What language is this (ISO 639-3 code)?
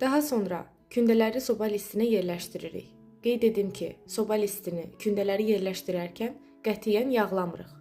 aze